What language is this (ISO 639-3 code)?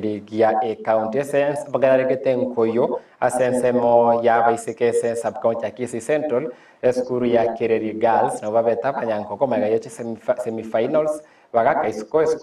guz